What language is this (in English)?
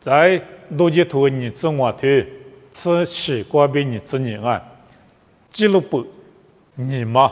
Lisu